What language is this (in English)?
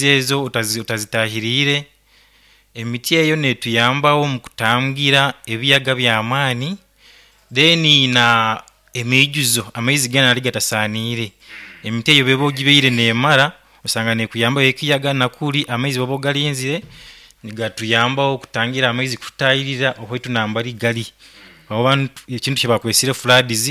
Nyoro